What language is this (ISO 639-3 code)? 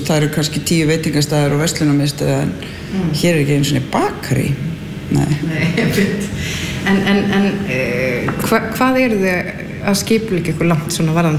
isl